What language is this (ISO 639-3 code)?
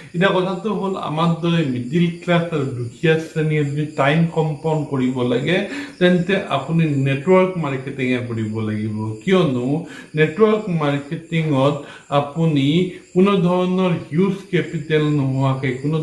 asm